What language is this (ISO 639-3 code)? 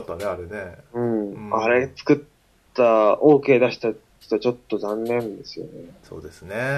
jpn